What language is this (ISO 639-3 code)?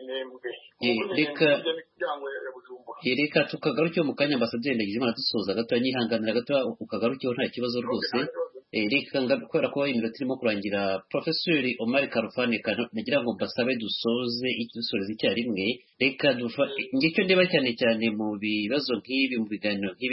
kin